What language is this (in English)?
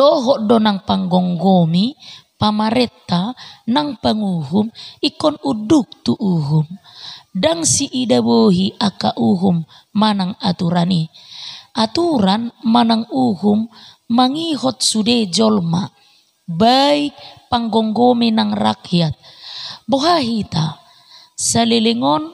Batak Toba